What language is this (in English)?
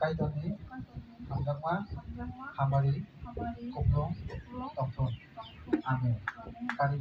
Kok Borok